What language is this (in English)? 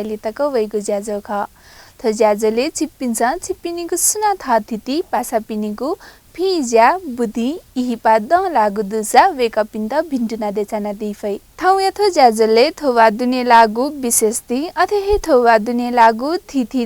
Newari